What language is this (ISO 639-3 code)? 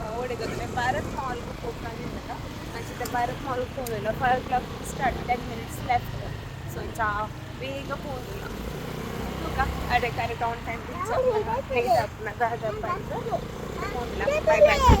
tcy